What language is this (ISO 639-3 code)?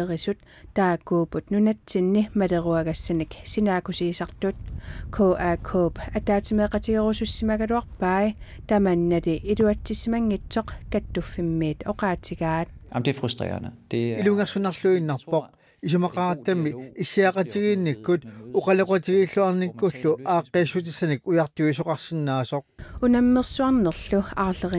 kal